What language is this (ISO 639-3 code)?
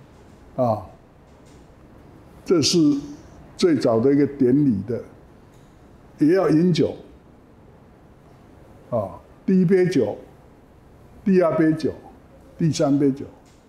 zho